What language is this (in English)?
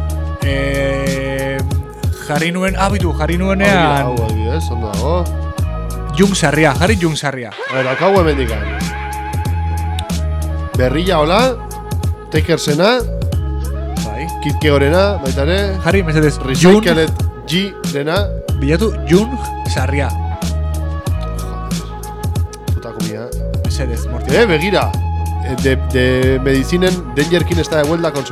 Basque